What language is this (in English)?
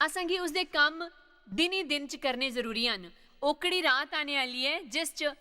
Dogri